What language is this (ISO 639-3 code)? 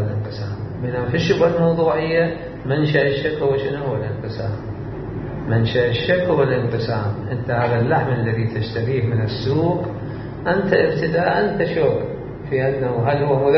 acm